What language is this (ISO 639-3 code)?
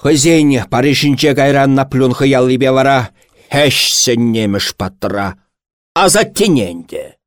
chv